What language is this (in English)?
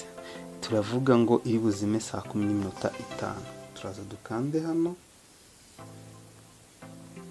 Kinyarwanda